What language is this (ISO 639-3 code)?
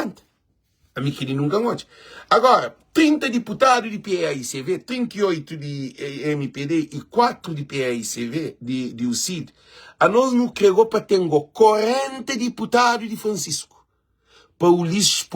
kea